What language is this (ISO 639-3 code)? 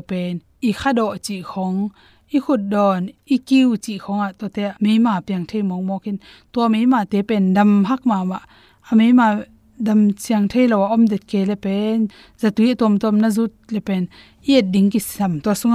ctd